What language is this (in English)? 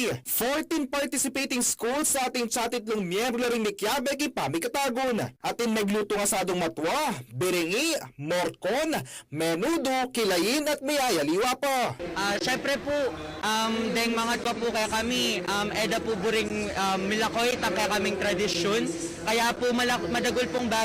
Pampanga